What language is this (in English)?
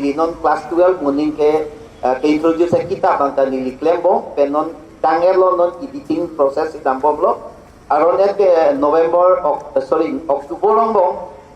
Karbi